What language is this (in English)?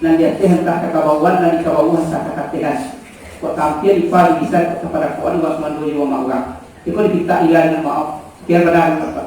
Minangkabau